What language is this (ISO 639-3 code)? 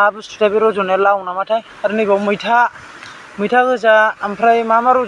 brx